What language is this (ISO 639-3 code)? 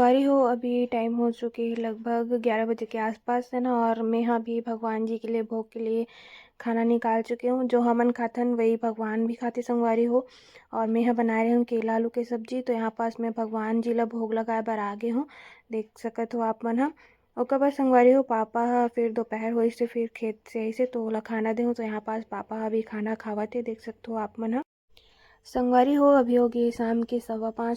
hne